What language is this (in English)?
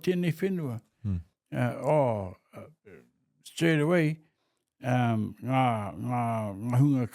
Māori